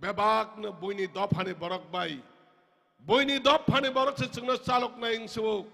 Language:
Kok Borok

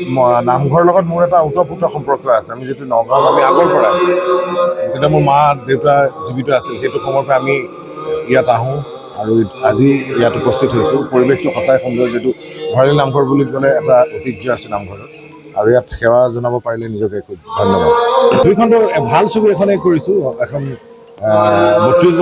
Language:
Assamese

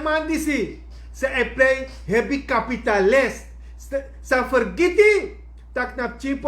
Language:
Sranan Tongo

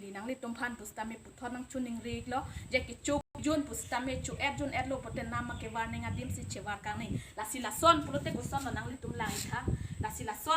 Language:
Karbi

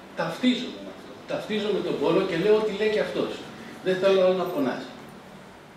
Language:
Greek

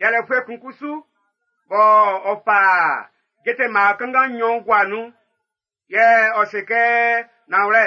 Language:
Baoulé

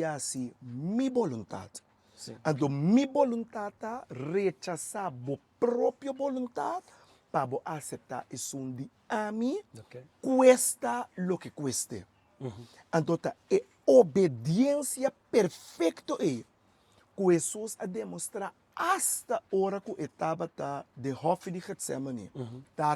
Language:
Papiamento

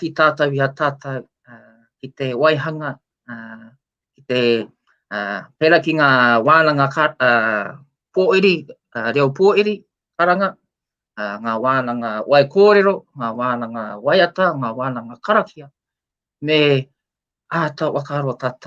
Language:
Māori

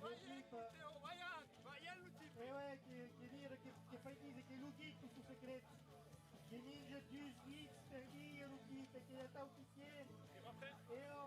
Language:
Occitan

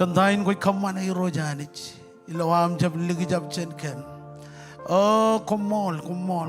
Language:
Marshallese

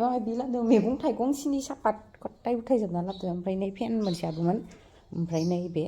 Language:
Bodo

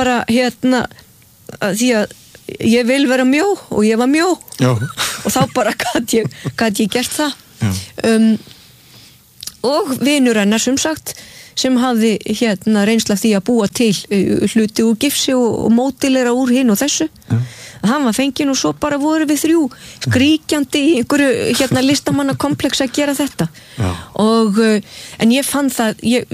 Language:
Icelandic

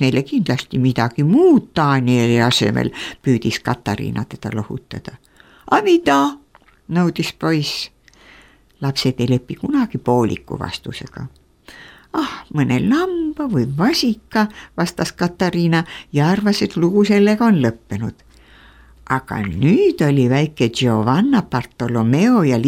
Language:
Estonian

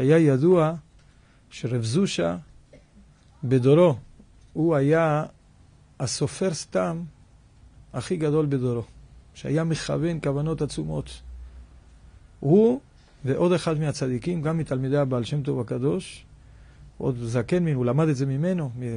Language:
Hebrew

